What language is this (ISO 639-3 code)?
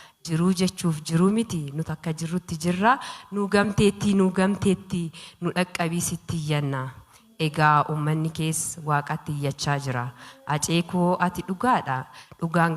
orm